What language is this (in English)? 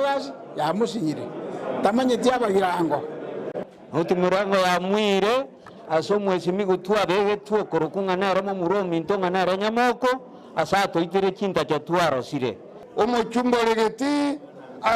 Gusii